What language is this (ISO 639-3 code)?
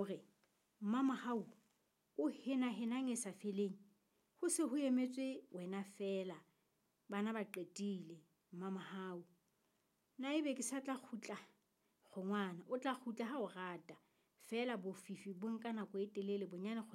sot